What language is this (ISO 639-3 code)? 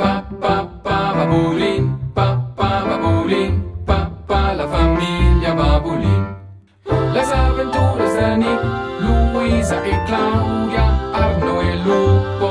roh